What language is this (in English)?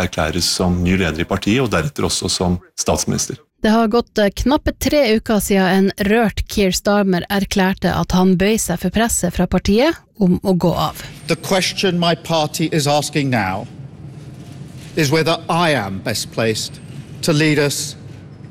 Norwegian